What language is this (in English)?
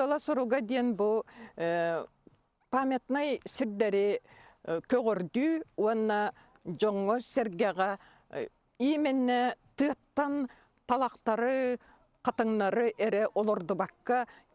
Yakut